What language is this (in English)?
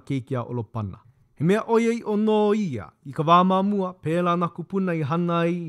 Hawaiian